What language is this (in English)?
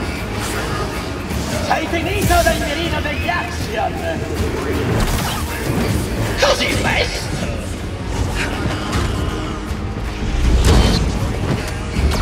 Italian